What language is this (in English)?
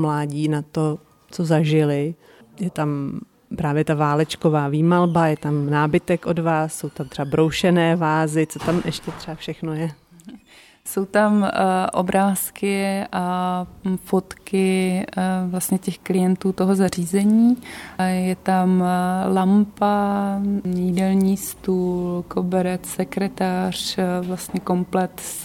Czech